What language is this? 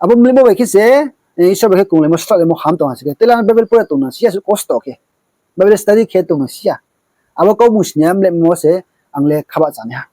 Riang (India)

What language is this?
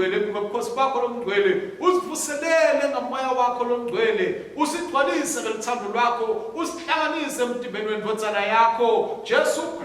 Swati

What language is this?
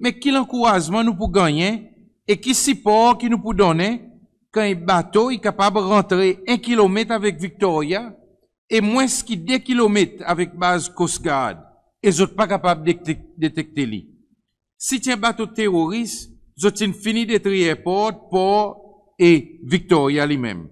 Seselwa Creole French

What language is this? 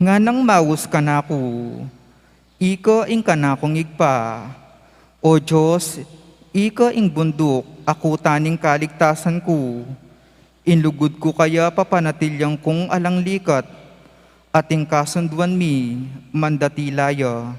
Pampanga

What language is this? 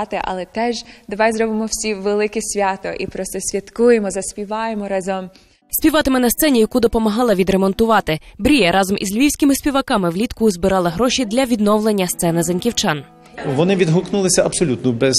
Ukrainian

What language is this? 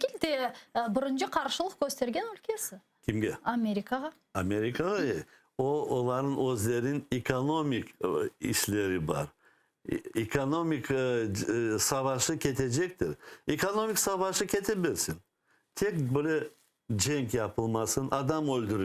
Crimean Tatar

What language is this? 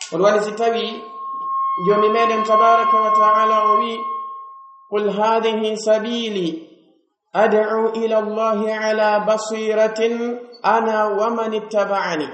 Pular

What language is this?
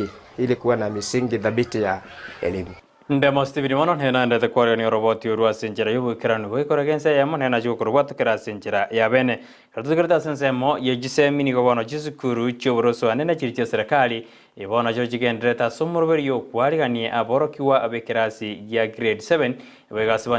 Gusii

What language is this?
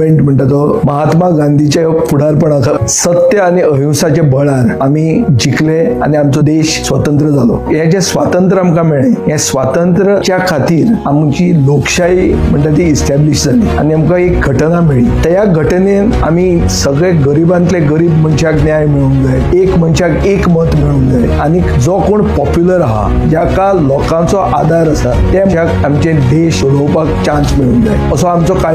Konkani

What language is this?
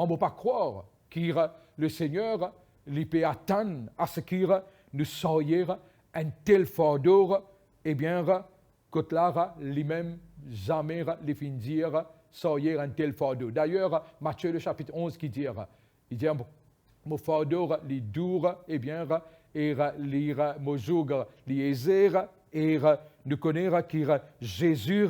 Morisyen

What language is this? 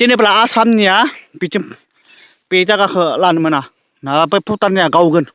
Bodo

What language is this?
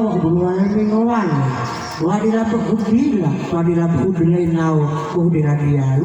Gorontalo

